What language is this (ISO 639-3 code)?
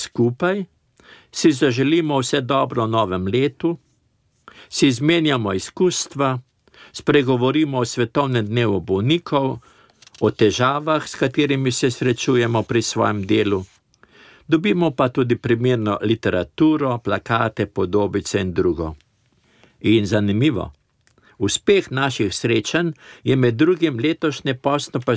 slv